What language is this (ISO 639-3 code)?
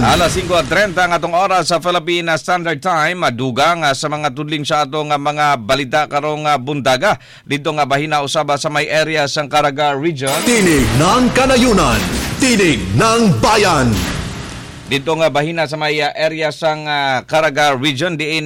ceb